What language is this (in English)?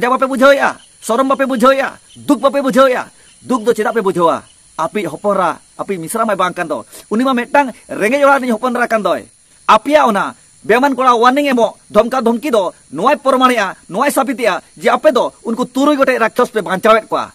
Santali